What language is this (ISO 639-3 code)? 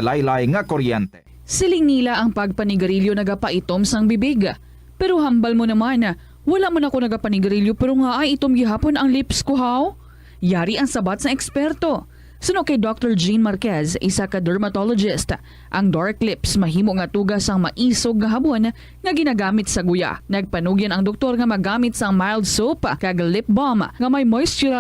hil